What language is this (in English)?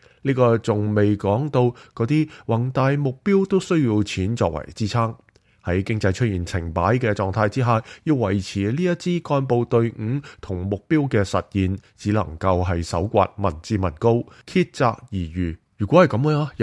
Cantonese